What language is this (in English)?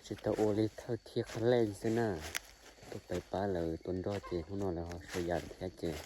Hmong